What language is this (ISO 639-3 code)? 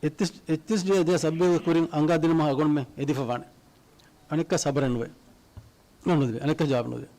div